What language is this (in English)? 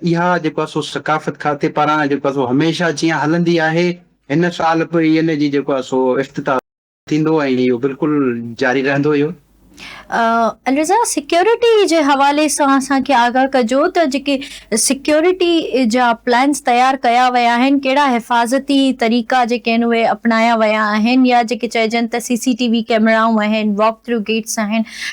Sindhi